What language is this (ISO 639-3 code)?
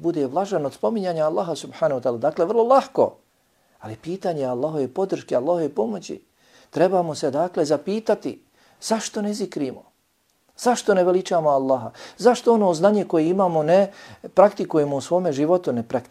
bos